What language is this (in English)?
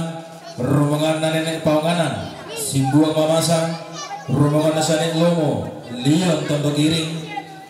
Toraja-Sa'dan